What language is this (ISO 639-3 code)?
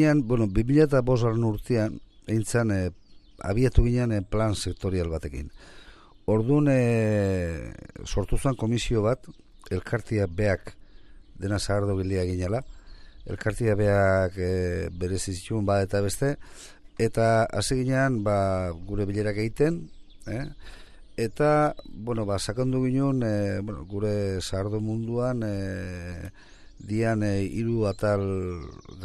eus